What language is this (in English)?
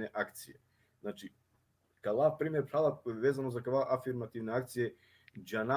Balkan Romani